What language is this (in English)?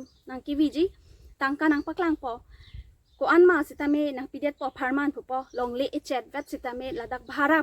Karbi